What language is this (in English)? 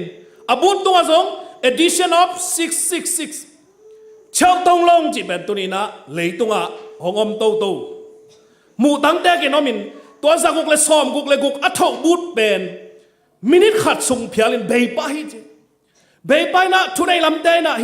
Tedim Chin